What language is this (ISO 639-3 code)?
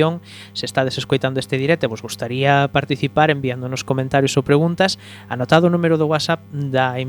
glg